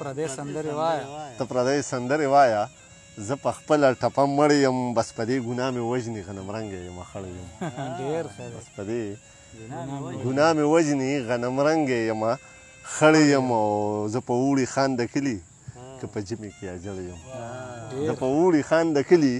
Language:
Pashto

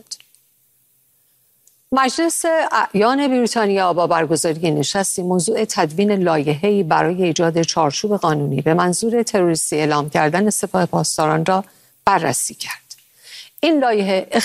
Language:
Persian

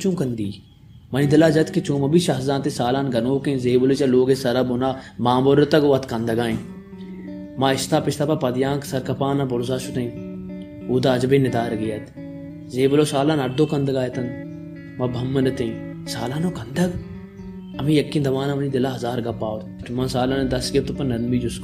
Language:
Baluchi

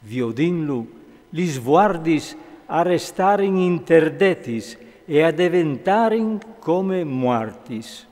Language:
Friulian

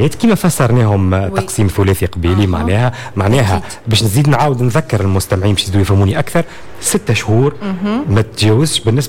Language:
Tunisian Arabic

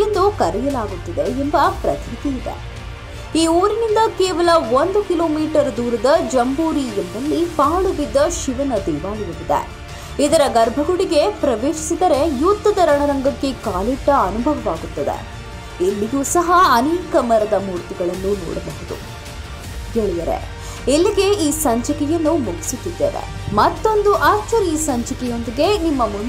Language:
Kannada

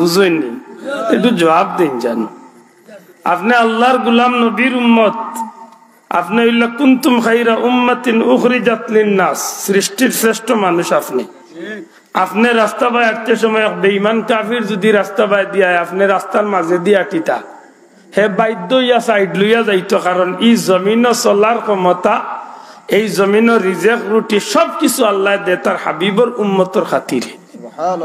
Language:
Sylheti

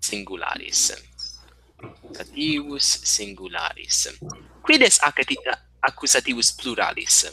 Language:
Latin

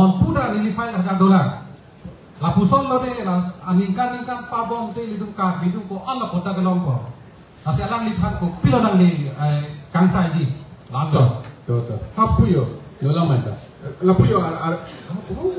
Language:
Karbi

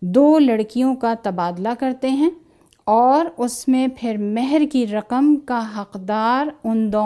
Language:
Urdu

